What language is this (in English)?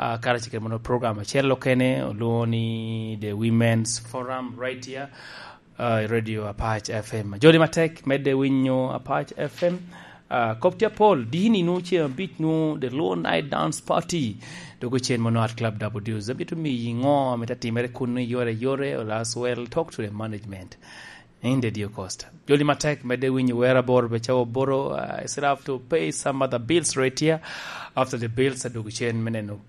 Lango (Uganda)